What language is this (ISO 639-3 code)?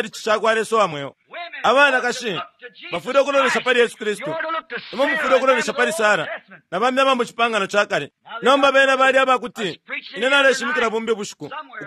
bem